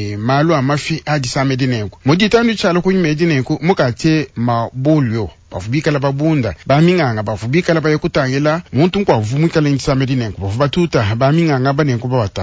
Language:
Luba-Lulua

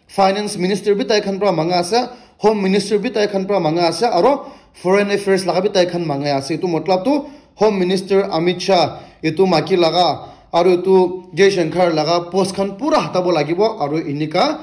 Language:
Naga Pidgin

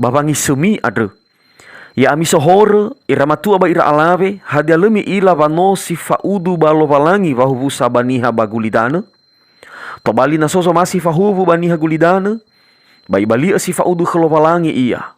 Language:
Nias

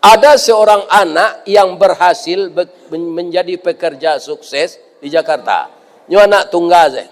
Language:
Minangkabau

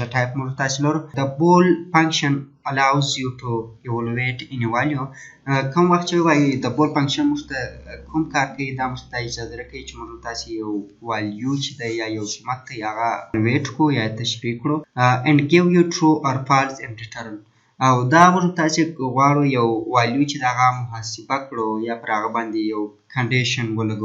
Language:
Pashto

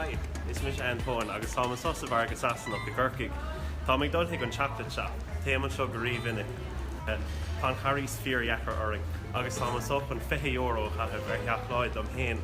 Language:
Irish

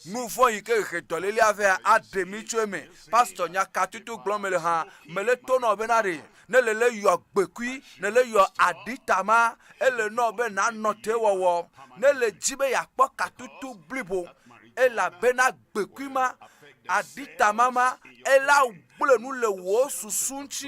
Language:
Ewe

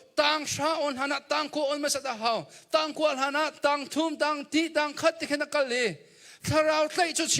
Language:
Hakha Chin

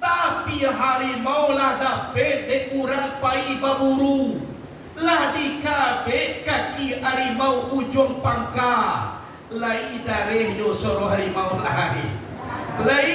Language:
Minangkabau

